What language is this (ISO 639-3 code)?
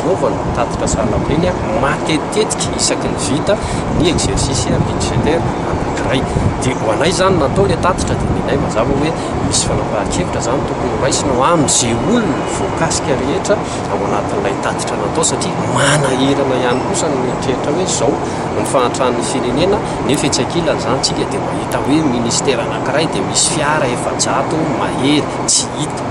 mlg